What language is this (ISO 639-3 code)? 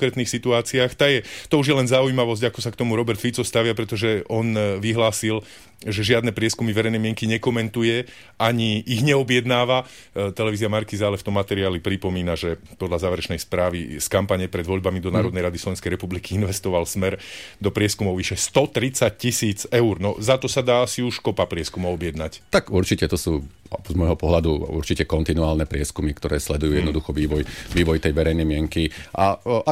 slk